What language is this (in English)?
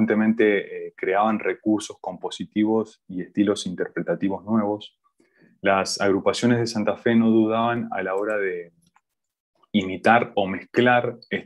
Spanish